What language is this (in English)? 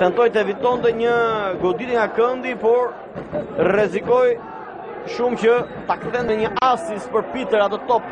Albanian